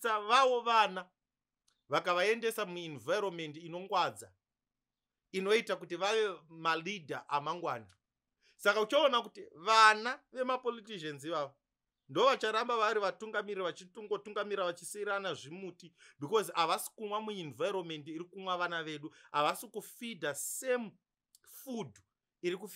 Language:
Shona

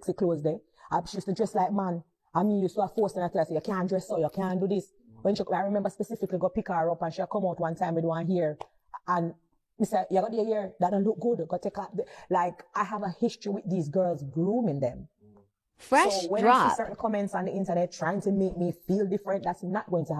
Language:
Jamaican Creole English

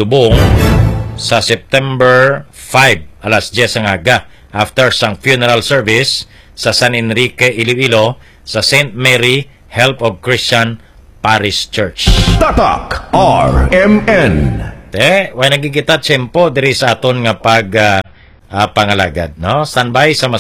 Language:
Hiligaynon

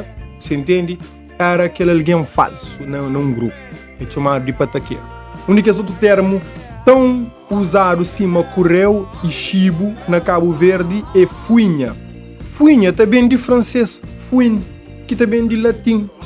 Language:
Kabuverdianu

